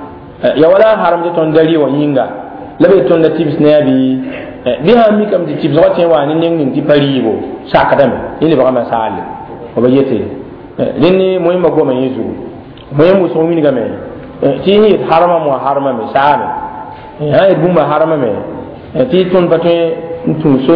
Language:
Mossi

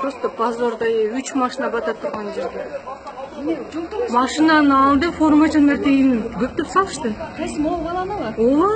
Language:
Kyrgyz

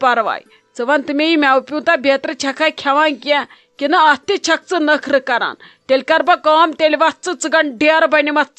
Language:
Kashmiri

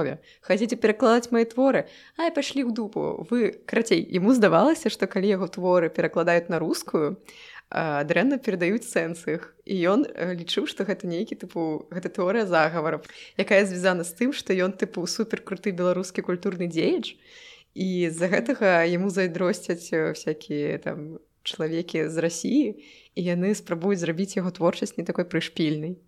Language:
Belarusian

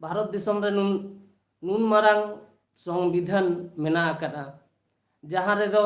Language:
Santali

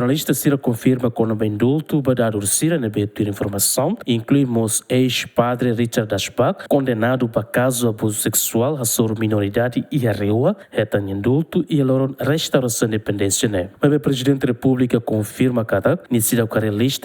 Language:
Tetum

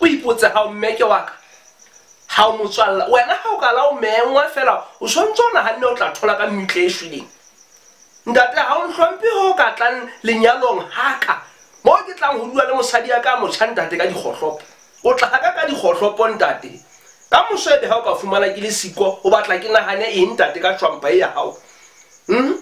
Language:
Southern Sotho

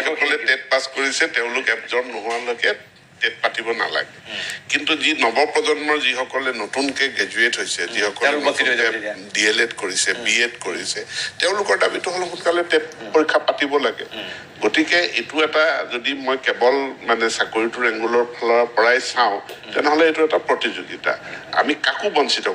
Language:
Assamese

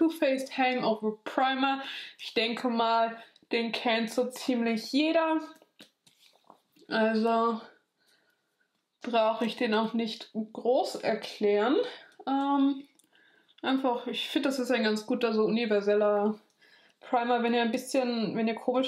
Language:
German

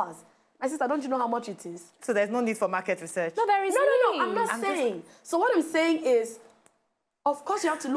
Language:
Nigerian Pidgin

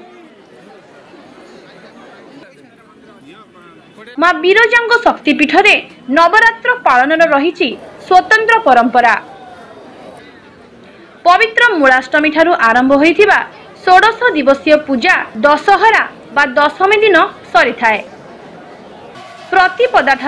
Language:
Odia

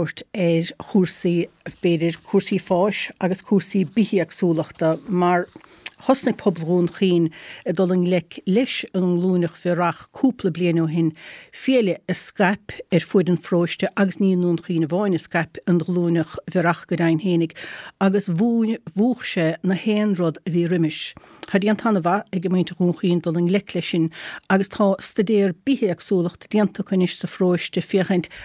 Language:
Irish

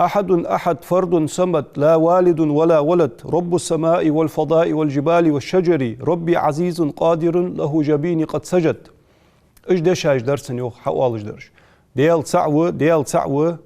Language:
Ingush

